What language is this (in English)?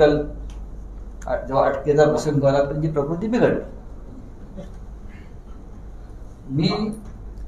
Marathi